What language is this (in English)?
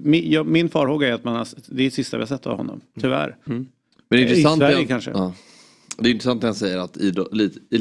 Swedish